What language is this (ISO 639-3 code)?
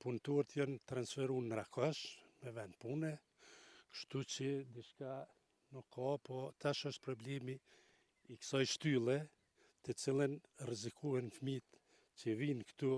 sqi